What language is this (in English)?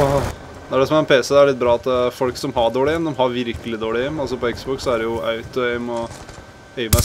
Norwegian